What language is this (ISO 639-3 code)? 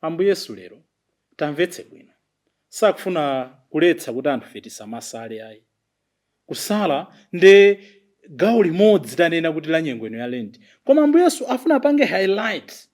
nya